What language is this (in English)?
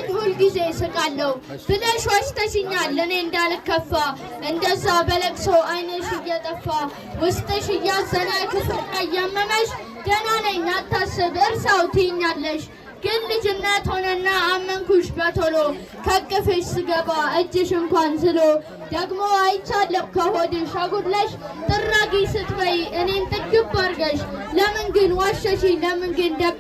Amharic